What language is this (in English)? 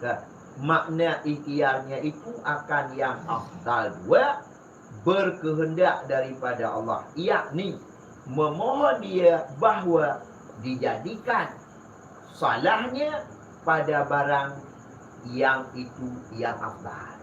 Achinese